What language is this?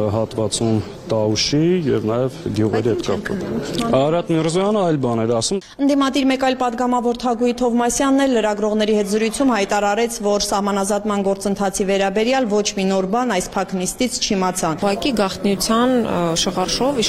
Armenian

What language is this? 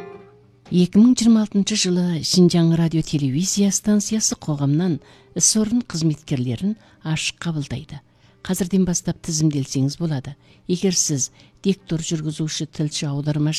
Kazakh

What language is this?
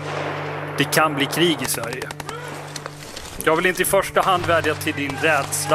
Swedish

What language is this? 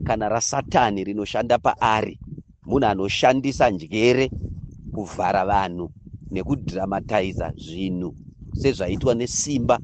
Shona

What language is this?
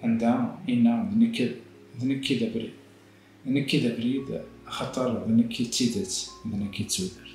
Kabyle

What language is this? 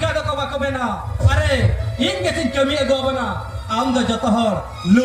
Santali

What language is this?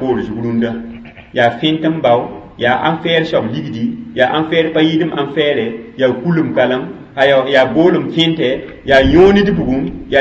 Mossi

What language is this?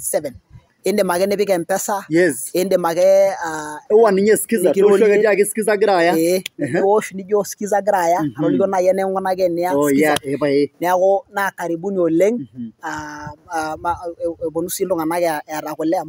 Masai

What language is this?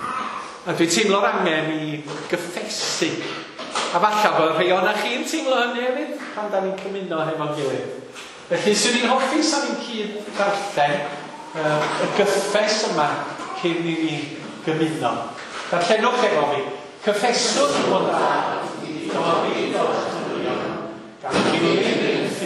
Welsh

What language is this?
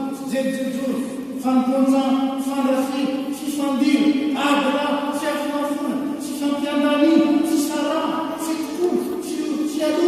Malagasy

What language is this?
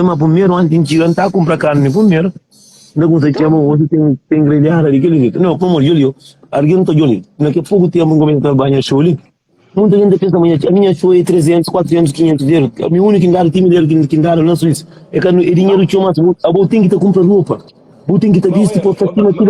Kabuverdianu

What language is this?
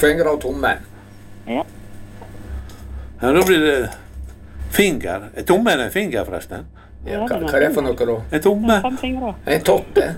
Norwegian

